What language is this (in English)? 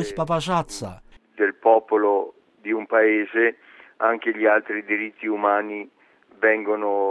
Belarusian